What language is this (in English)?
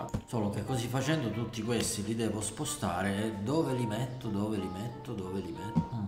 Italian